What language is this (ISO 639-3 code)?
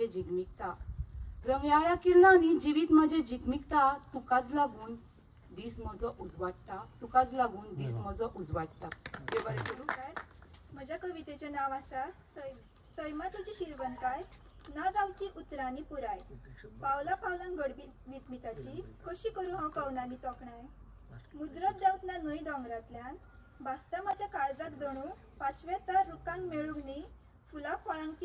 kok